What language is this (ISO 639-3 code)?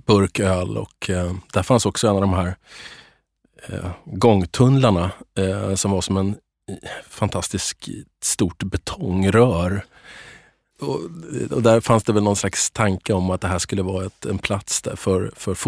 swe